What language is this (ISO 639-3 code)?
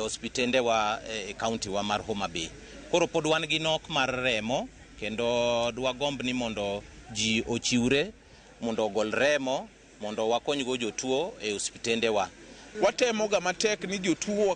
luo